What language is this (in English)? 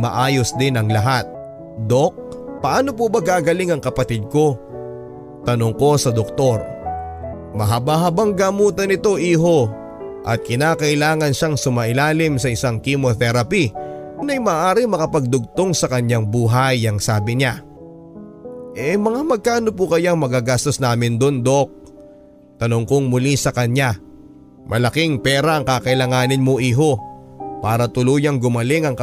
Filipino